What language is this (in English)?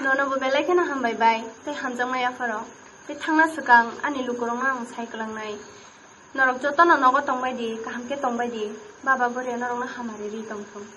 Kok Borok